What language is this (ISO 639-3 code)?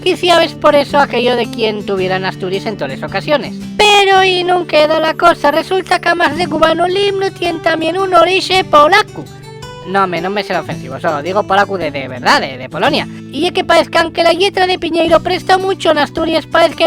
ast